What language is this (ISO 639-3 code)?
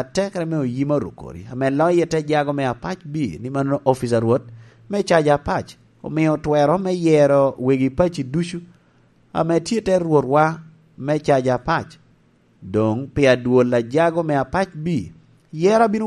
laj